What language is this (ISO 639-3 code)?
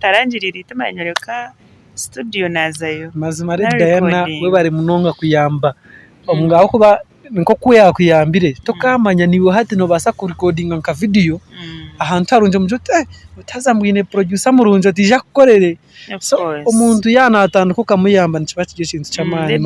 nyn